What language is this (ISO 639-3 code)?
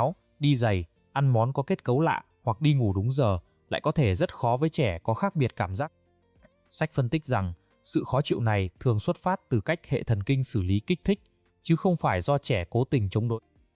vie